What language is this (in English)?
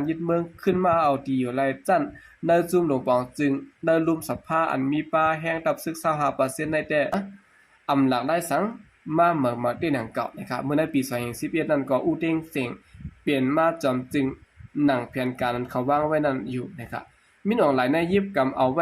Shan